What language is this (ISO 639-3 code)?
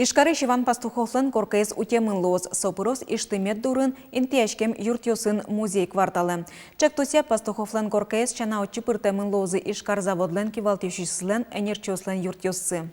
udm